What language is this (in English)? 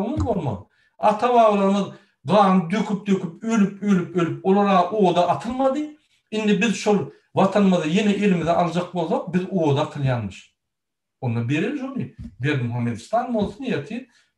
Turkmen